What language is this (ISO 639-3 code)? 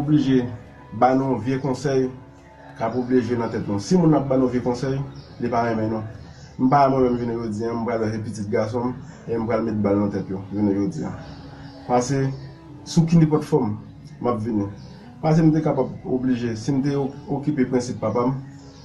hat